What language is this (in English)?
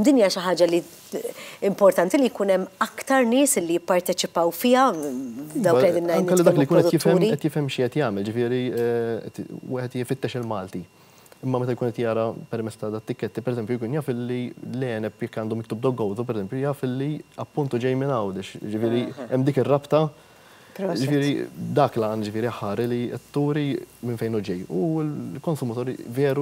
Maltese